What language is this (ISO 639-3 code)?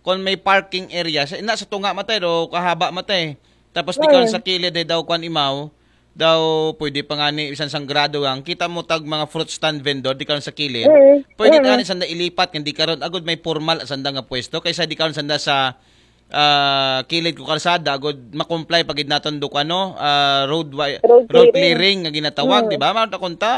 akl